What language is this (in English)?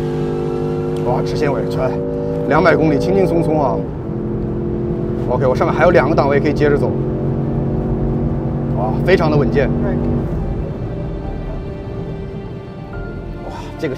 Chinese